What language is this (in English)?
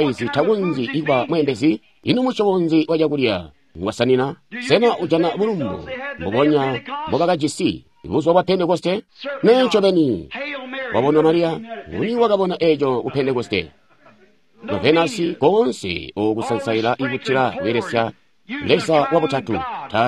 Tonga (Zambia)